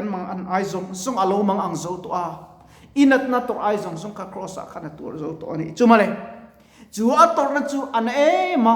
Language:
Mizo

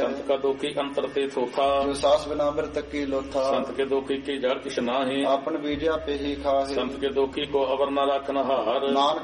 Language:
Punjabi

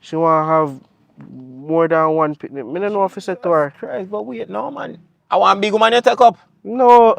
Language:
Jamaican Creole English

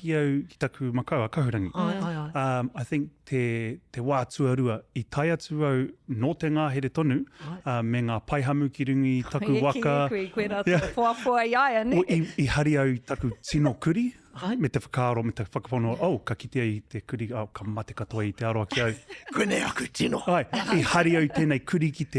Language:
Māori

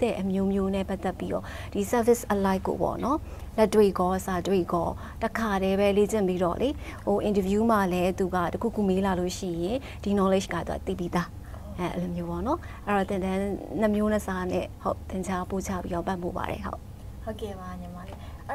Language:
Burmese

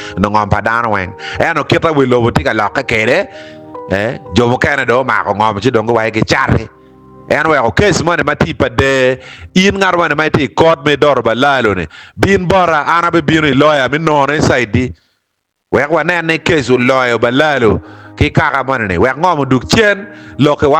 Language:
Acoli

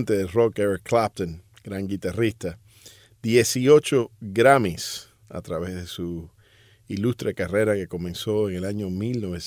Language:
Spanish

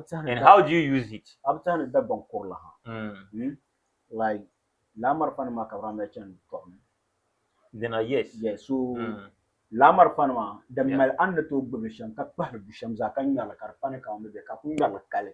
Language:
Dagbani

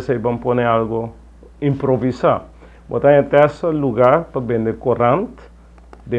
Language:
Papiamento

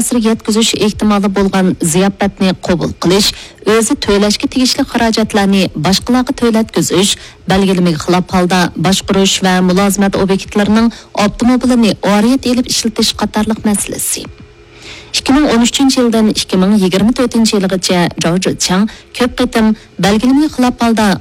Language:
Uyghur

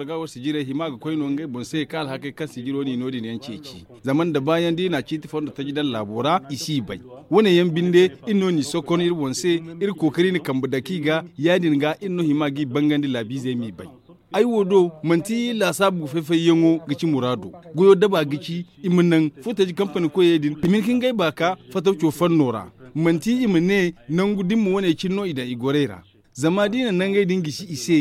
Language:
Zarma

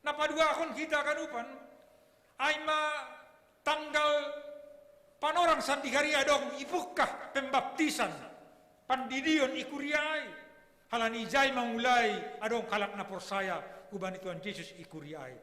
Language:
Batak Simalungun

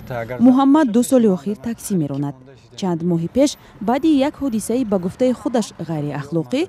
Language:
Tajik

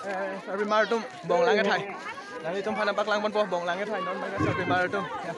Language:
Karbi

